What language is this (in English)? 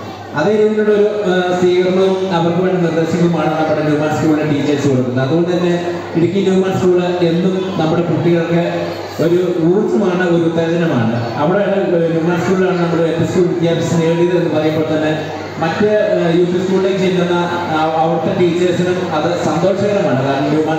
Malayalam